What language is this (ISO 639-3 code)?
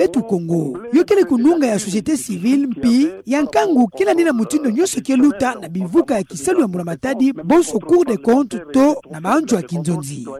ktu